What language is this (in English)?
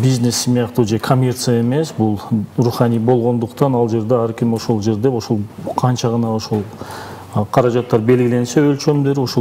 Kyrgyz